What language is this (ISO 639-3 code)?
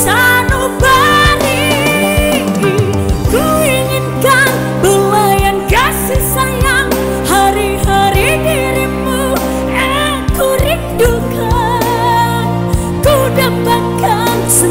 ind